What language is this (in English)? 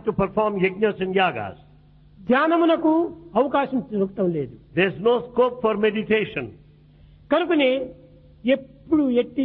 Telugu